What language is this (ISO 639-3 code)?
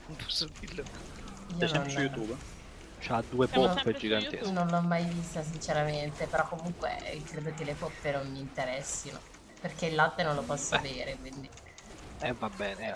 ita